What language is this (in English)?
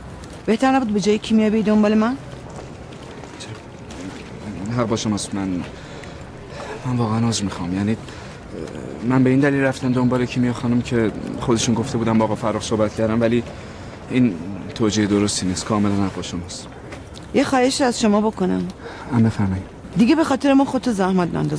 Persian